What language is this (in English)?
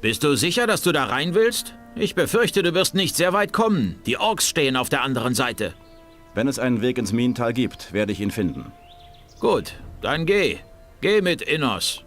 Bavarian